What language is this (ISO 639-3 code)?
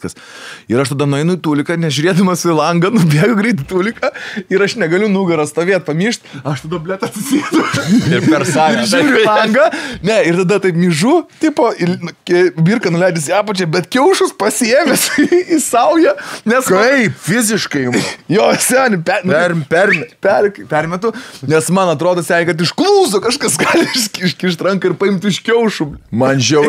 lit